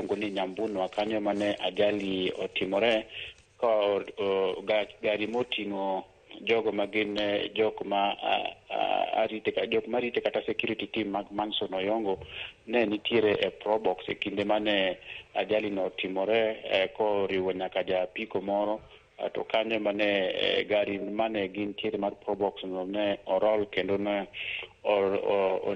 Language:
Luo (Kenya and Tanzania)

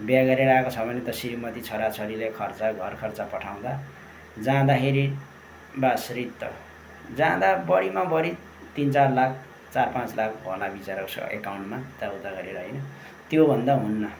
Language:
Nepali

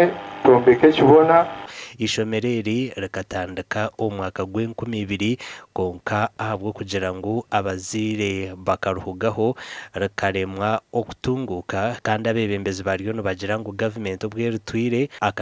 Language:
Nyankole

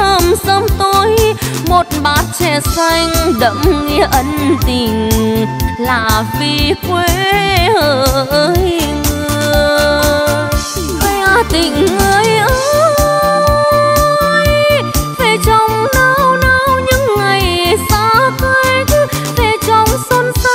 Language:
Vietnamese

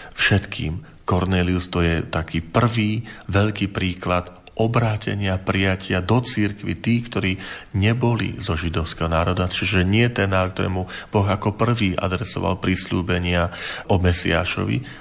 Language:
Slovak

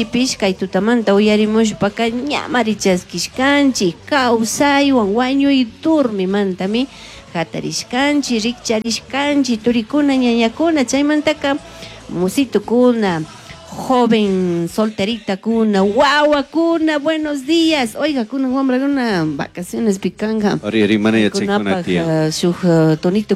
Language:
Chimborazo Highland Quichua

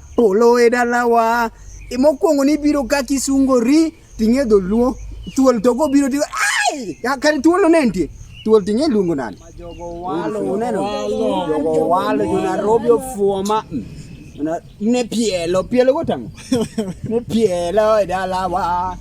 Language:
Luo (Kenya and Tanzania)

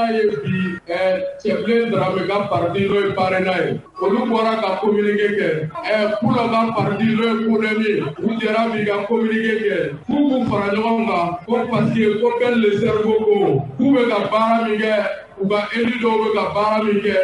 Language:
Bambara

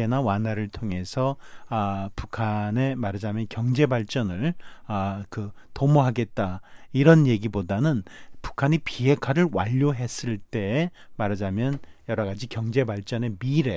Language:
Korean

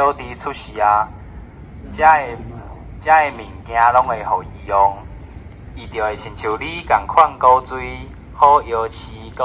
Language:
Min Nan Chinese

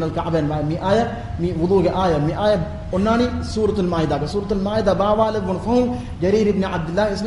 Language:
Divehi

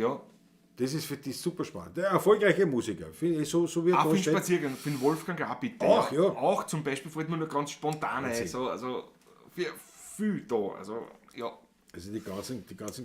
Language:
Bavarian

